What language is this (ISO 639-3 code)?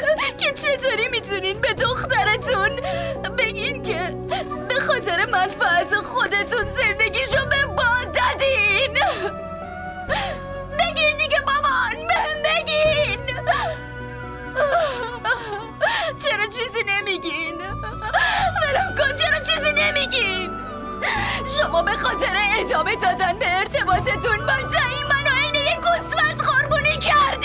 fas